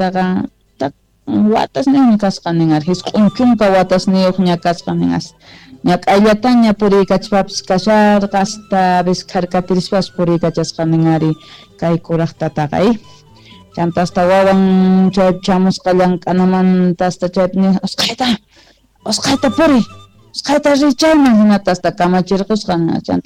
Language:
Quechua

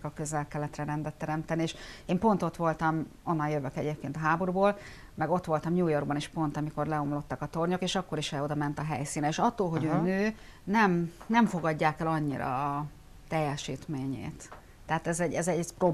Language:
Hungarian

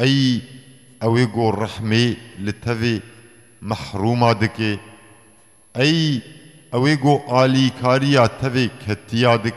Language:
Kurdish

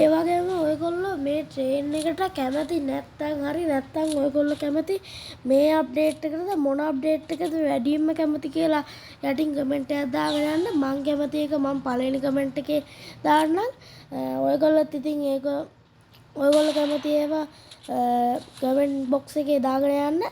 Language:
Sinhala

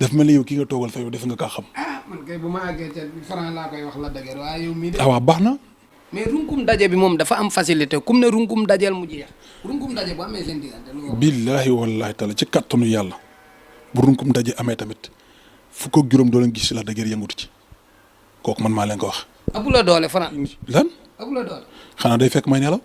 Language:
Wolof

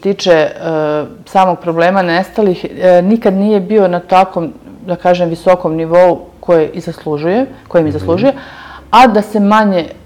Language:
Serbian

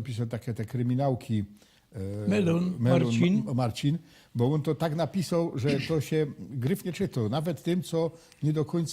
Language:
Silesian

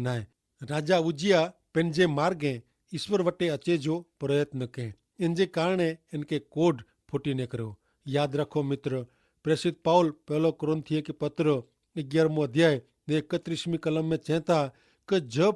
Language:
Kachhi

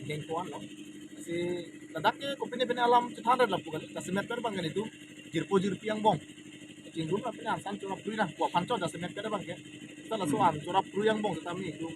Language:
Karbi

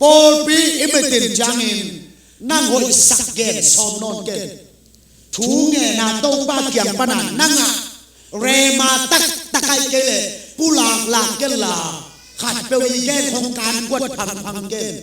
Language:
Tedim Chin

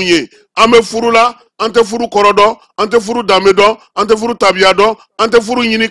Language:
Bambara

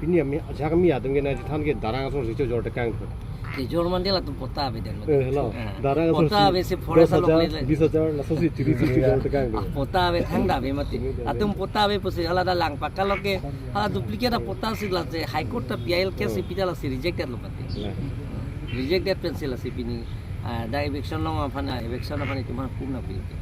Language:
Karbi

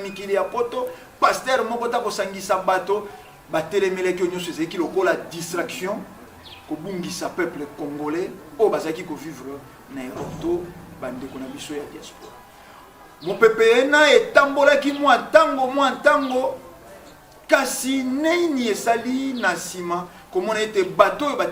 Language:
Lingala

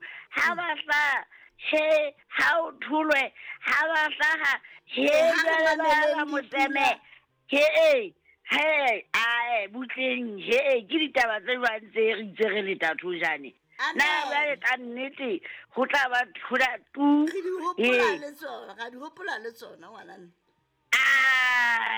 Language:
Southern Sotho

